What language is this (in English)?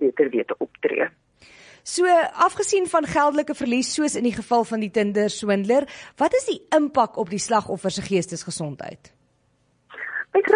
Afrikaans